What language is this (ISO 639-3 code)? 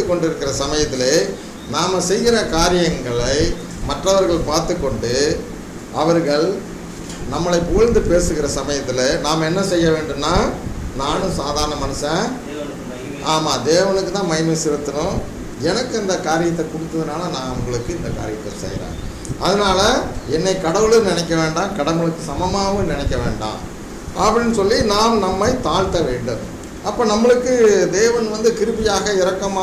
tam